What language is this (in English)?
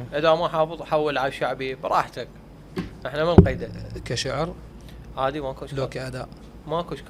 Mesopotamian Arabic